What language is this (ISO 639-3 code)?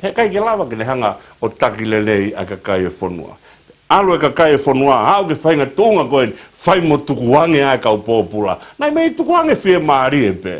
ton